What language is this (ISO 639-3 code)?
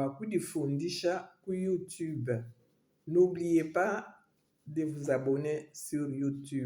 lua